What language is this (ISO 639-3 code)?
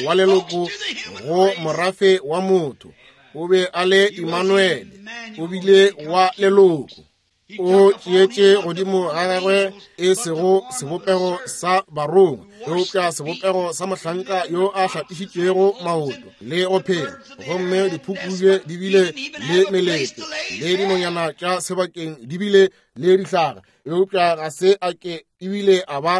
nso